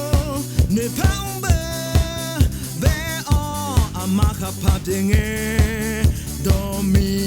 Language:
Akha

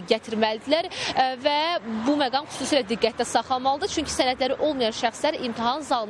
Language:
Azerbaijani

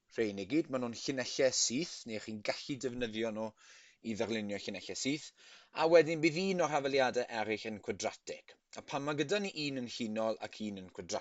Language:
Welsh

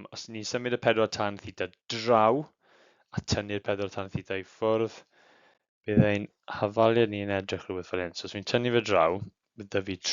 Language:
Welsh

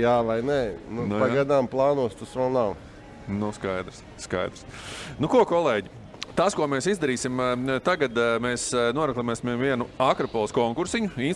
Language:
Latvian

